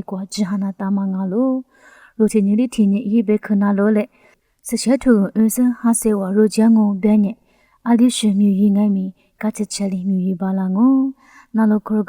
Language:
Lisu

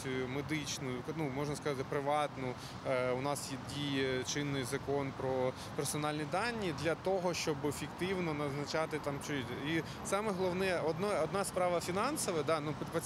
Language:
Ukrainian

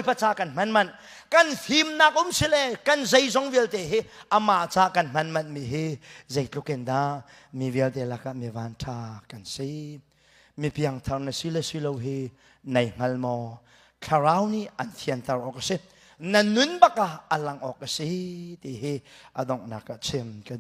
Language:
Hakha Chin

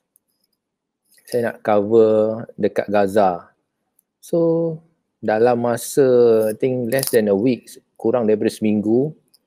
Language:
Malay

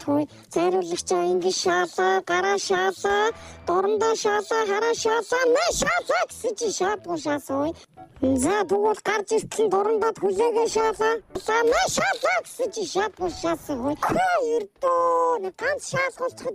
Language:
Mongolian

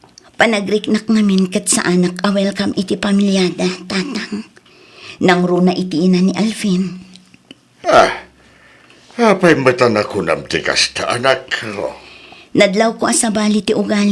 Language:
Iloko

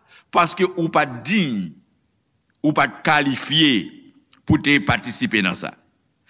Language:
Haitian Creole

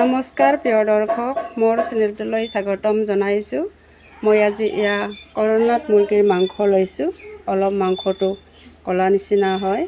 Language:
Assamese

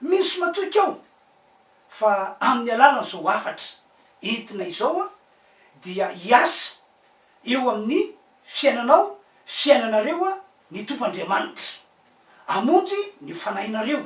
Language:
Malagasy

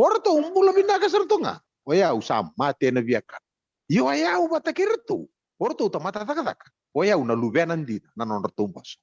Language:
Fijian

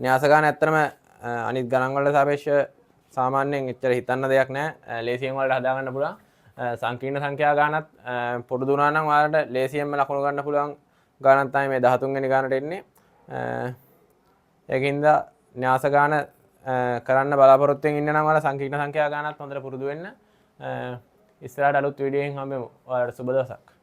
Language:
Sinhala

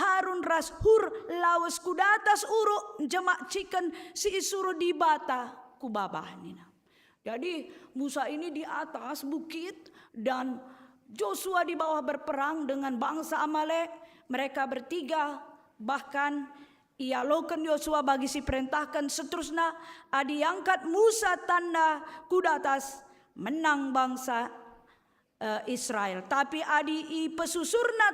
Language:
Batak Karo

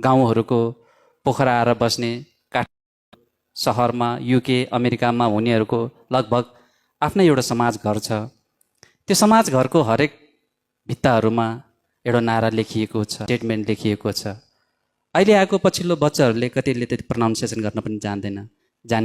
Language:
Nepali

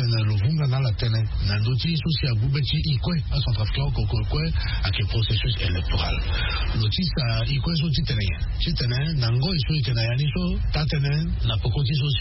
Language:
Sango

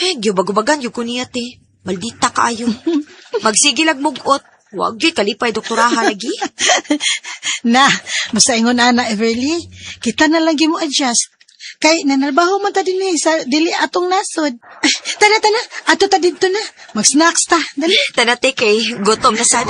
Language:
Cebuano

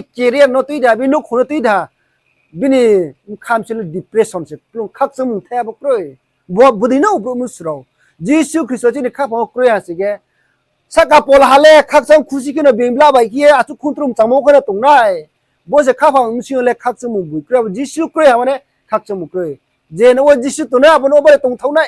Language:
Riang (India)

